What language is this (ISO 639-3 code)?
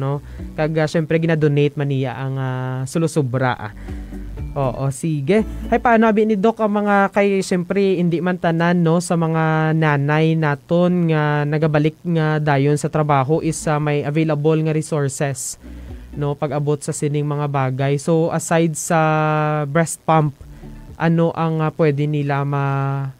hil